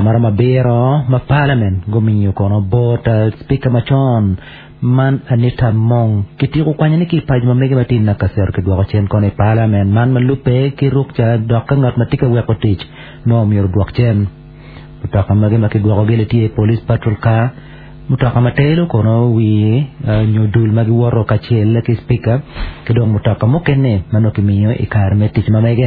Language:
Acoli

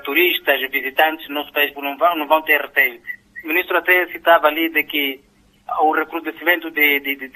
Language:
Portuguese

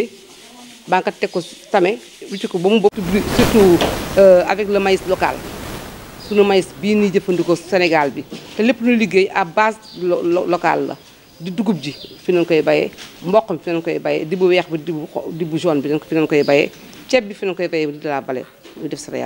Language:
Wolof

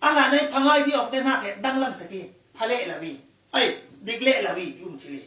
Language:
Falam Chin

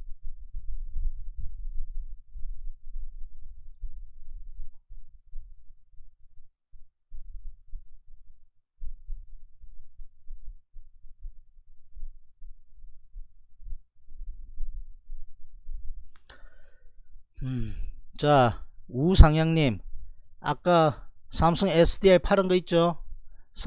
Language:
Korean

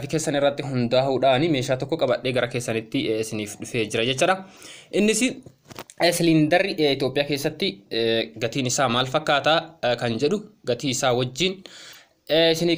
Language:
Oromo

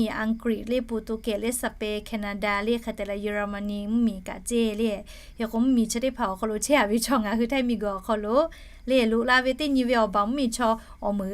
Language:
Lahu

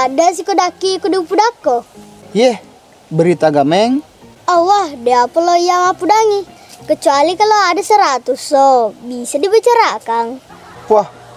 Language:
Buginese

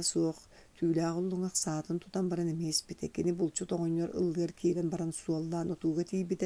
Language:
Yakut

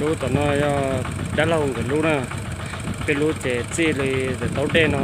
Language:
Hmong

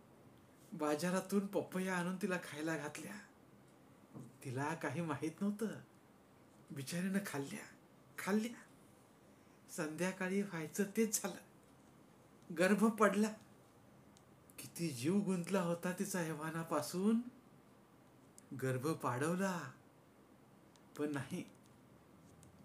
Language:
Marathi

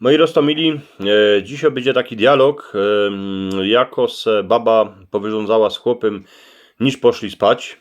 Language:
Silesian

